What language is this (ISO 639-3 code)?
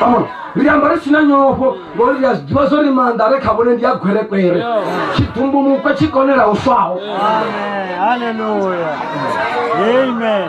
ven